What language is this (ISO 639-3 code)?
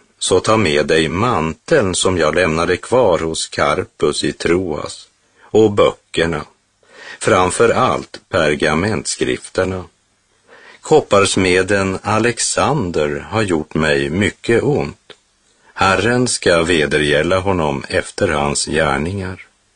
swe